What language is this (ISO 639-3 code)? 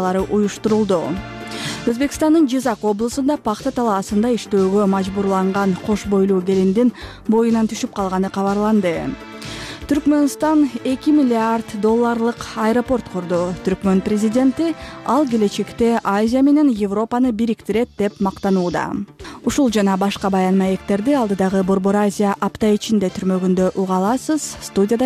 kir